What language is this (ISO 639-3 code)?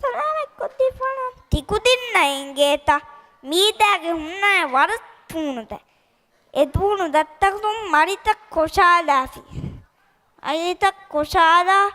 div